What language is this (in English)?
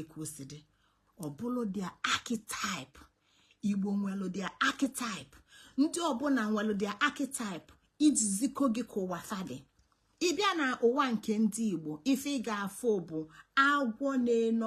Igbo